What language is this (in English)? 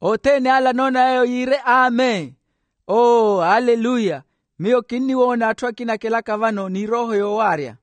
Makhuwa